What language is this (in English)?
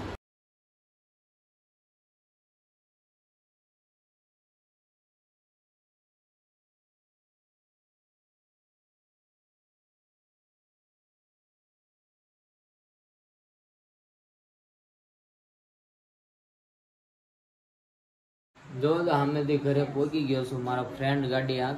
Gujarati